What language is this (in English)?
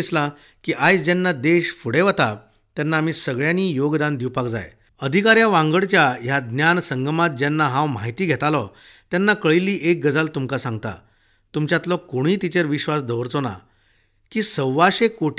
Konkani